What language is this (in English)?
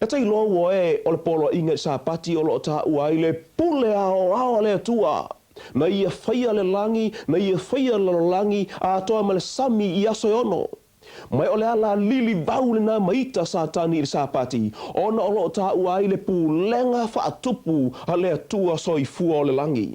Samoan